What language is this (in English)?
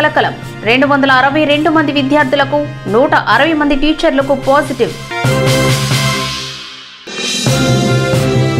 Telugu